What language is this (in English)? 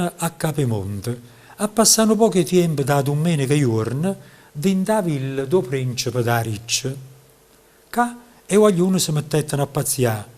Neapolitan